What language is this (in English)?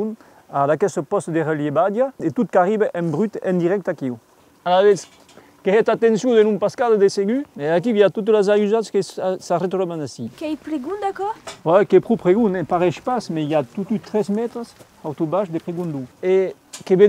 Occitan